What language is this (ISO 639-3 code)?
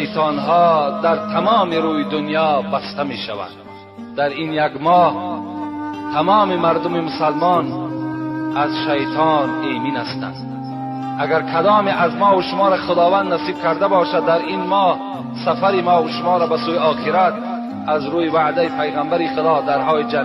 tgk